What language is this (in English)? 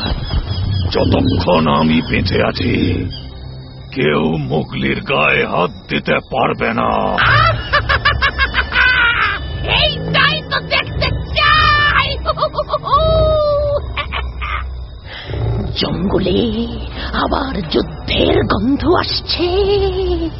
Bangla